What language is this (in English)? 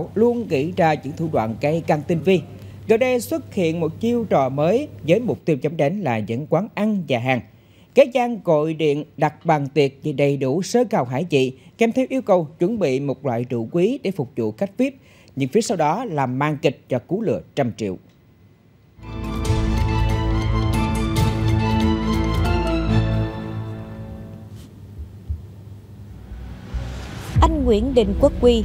Vietnamese